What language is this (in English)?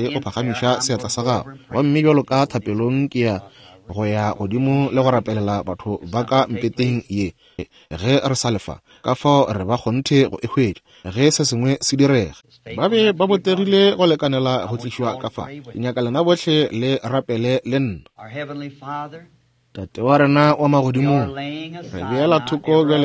Northern Sotho